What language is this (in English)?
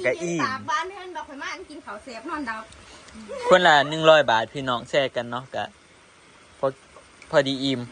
Northeastern Thai